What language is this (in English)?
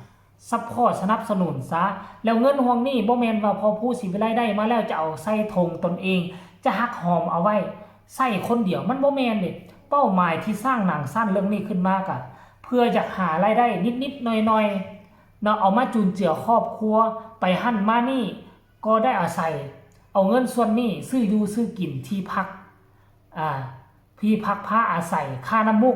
Northeastern Thai